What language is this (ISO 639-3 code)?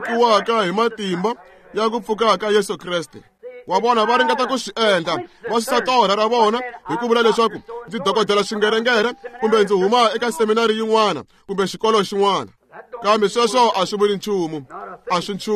tso